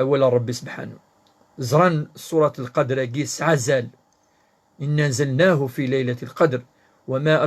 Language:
Kabyle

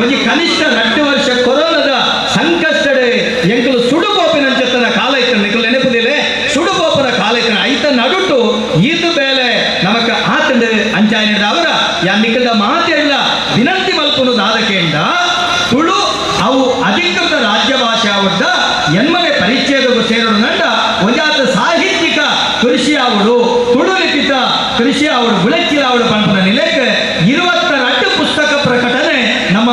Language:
Tulu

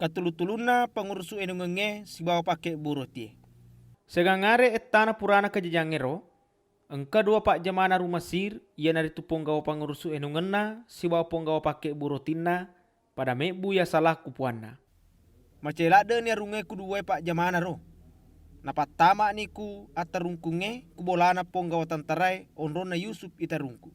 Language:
Buginese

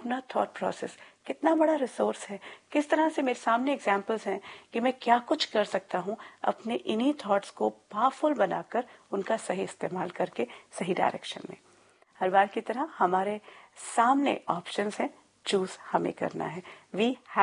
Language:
Hindi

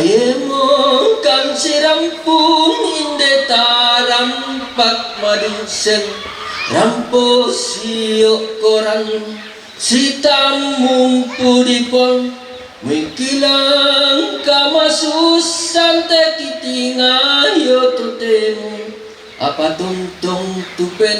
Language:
Toraja-Sa'dan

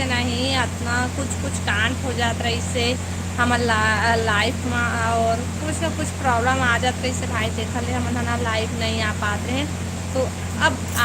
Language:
Chhattisgarhi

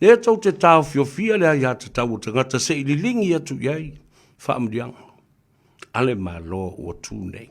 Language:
Samoan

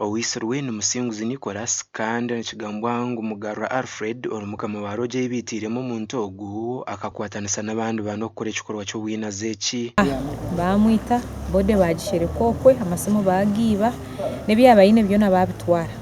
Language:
Nyankole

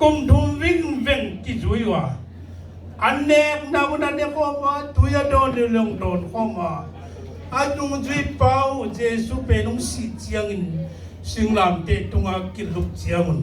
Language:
Tedim Chin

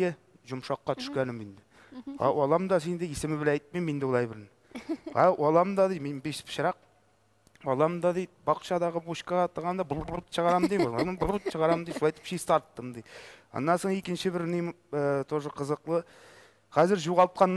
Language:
Tatar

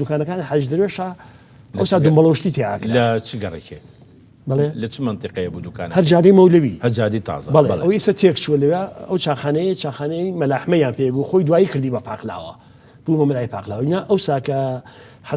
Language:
Central Kurdish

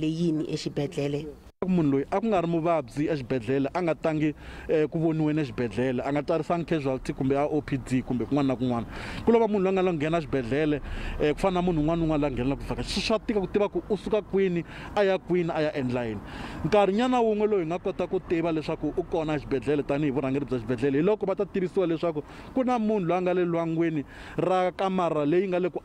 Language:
Tsonga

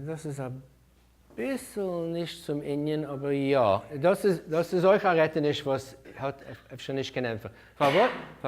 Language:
Yiddish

